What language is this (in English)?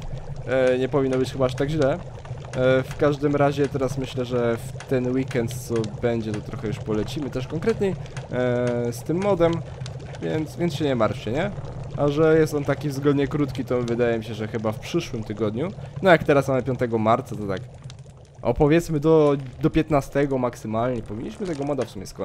Polish